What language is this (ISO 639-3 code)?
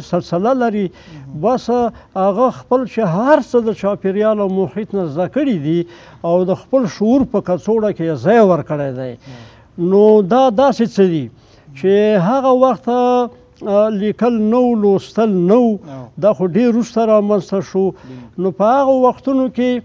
pus